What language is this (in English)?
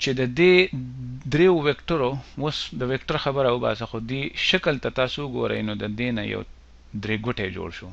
Pashto